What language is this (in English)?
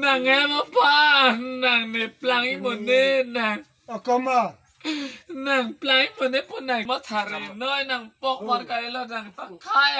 Karbi